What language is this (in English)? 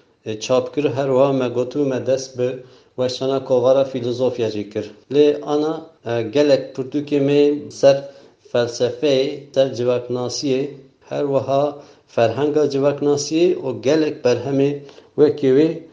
Kurdish